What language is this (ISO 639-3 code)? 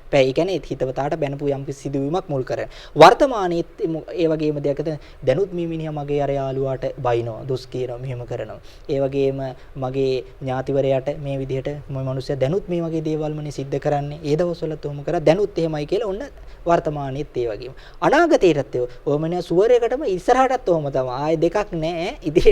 sin